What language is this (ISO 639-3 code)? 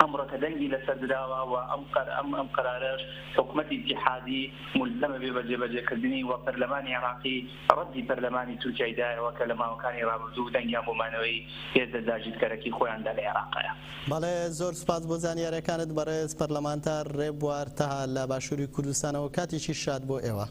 ckb